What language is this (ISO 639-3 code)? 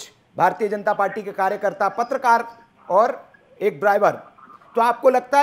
hin